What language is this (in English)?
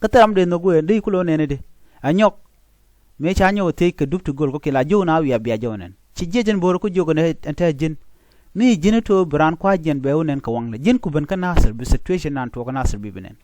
Nuer